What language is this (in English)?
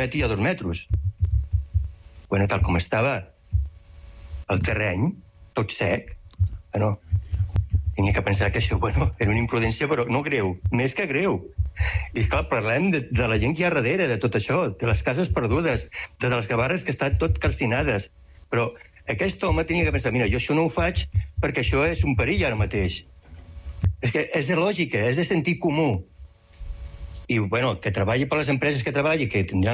Catalan